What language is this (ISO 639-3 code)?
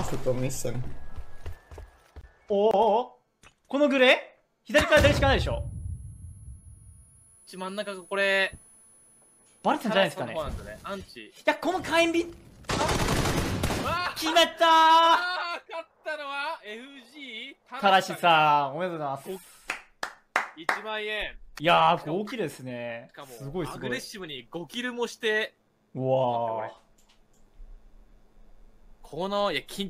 jpn